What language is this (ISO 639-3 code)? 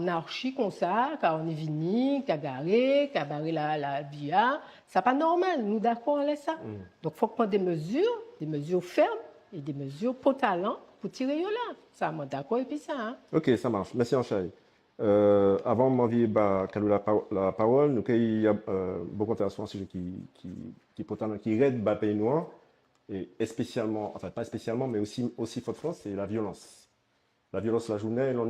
gcf